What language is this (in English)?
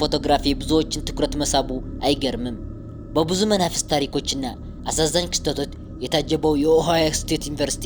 Amharic